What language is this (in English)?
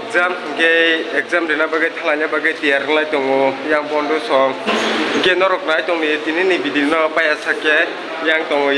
Kok Borok